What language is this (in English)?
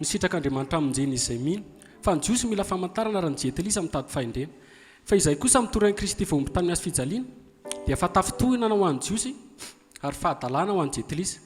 Malagasy